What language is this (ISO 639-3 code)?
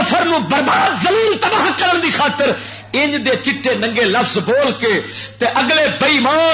lah